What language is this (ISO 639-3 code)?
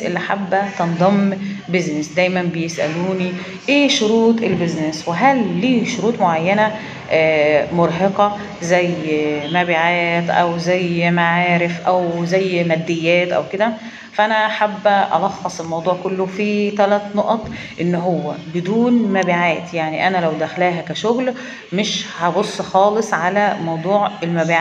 arz